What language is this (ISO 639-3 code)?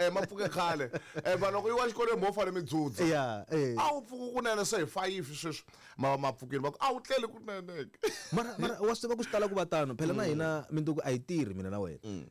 tso